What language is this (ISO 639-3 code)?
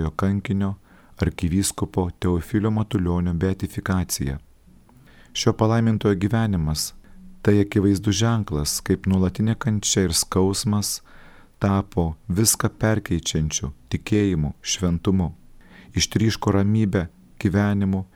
lit